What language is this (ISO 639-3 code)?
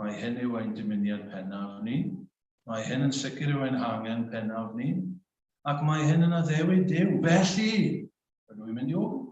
cym